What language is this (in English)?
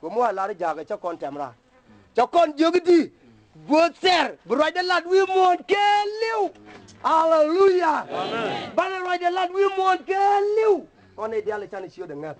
Nuer